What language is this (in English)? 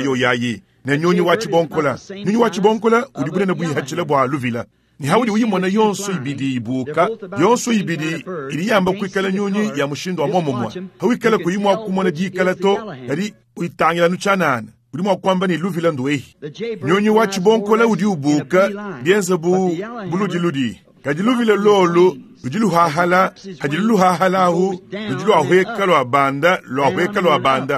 Luba-Lulua